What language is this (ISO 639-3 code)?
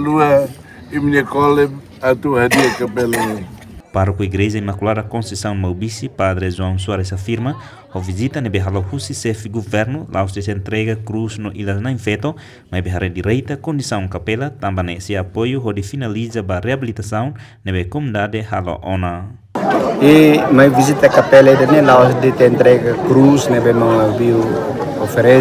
tet